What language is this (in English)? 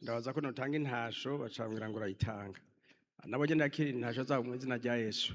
Rundi